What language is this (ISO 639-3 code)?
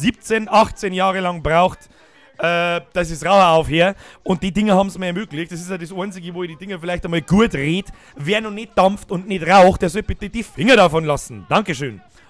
bar